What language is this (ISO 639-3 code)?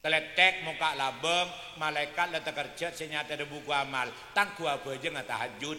mad